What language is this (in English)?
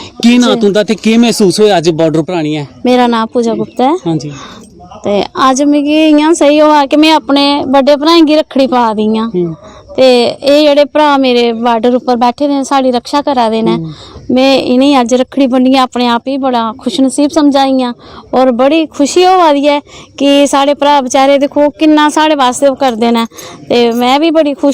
Dogri